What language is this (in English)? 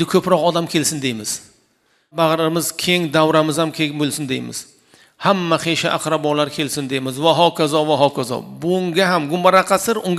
Uzbek